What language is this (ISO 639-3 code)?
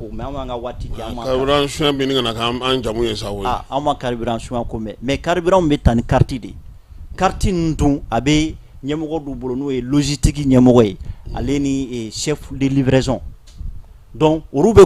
bam